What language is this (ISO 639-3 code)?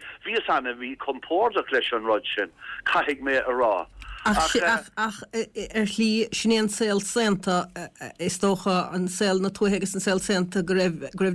gle